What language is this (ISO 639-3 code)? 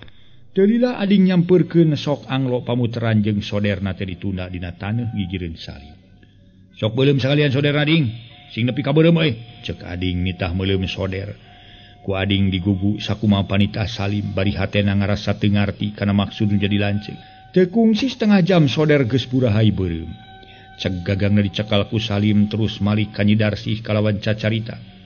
sun